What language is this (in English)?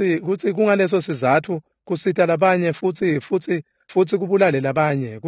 Swati